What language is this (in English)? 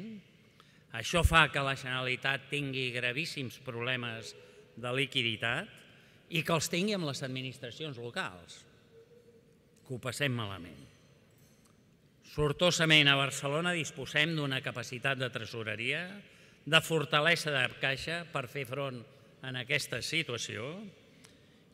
Catalan